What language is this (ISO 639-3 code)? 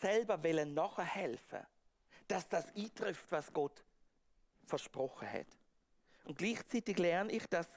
gsw